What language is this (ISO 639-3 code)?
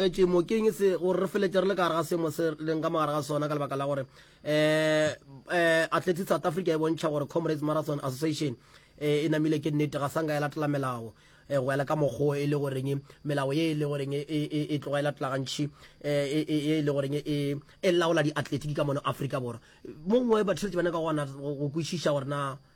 nso